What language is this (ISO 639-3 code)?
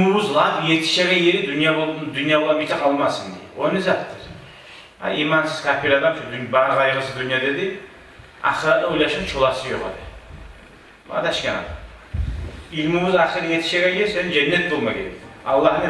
kum